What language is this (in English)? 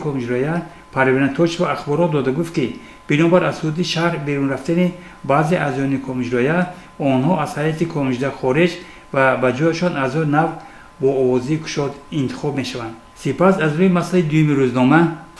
Tajik